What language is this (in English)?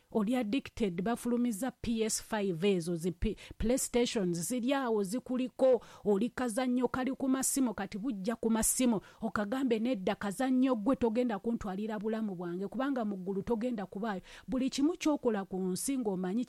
Ganda